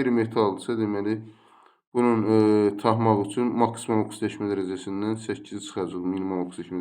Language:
Azerbaijani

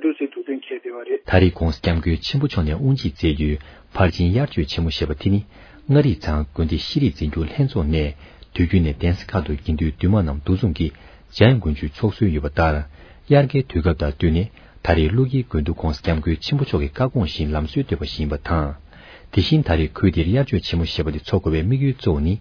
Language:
Tibetan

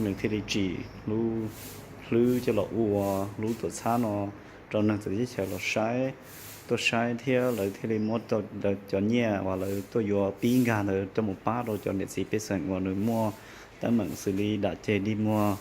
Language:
Hmong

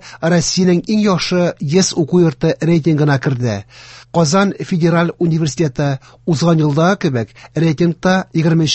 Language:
Tatar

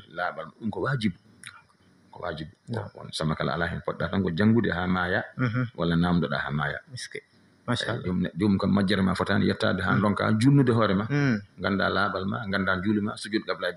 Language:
Fula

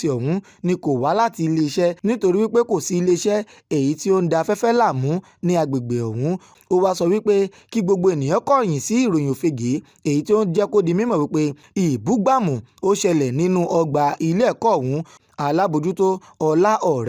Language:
Yoruba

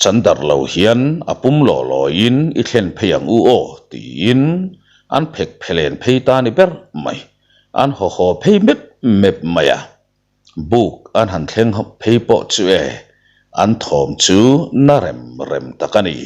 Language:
Mizo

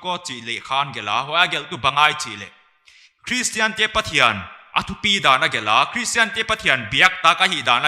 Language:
Paite Chin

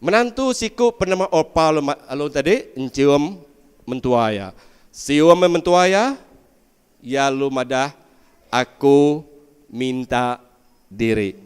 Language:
Iban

